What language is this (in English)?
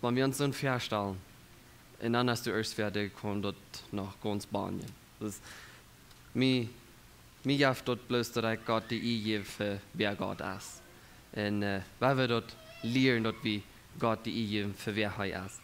Plautdietsch